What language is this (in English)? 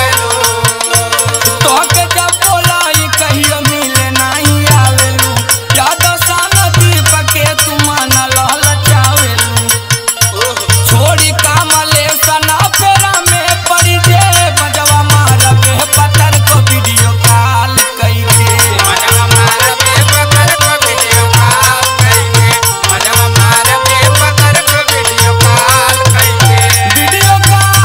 Bhojpuri